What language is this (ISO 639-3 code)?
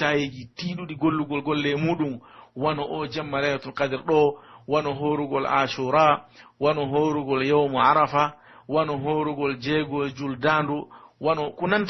fuf